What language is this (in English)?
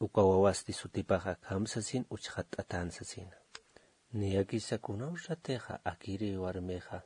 Aymara